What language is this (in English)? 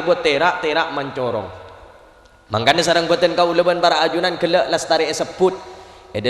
Madurese